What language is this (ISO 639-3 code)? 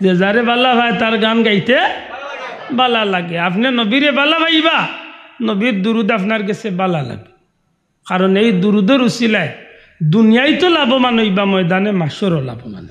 syl